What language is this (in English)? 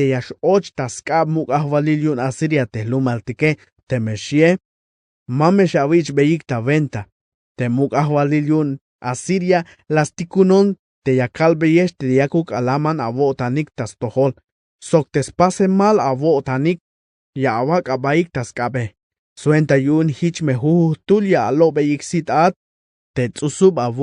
Tzeltal